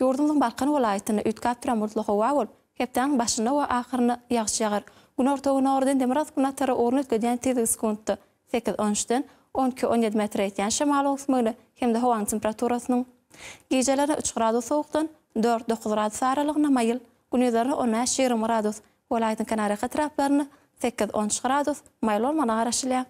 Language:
Turkmen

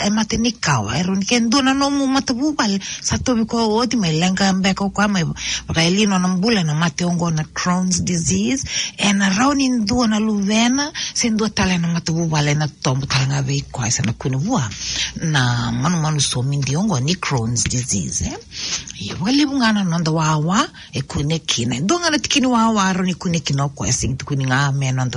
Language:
Fijian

